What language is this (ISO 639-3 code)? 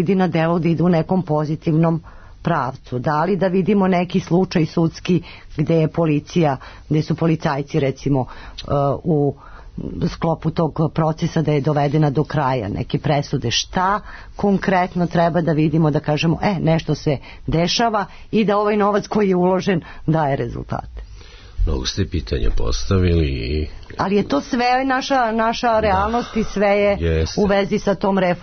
srp